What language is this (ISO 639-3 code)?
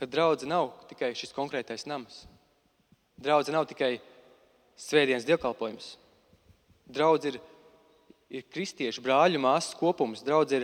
lav